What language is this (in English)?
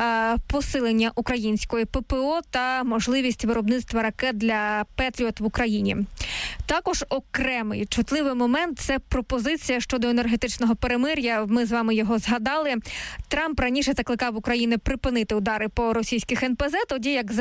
Ukrainian